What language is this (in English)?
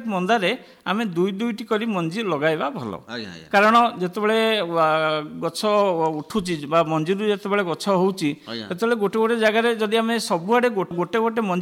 Odia